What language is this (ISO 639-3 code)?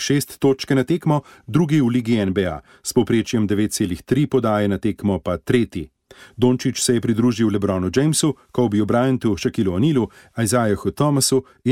slv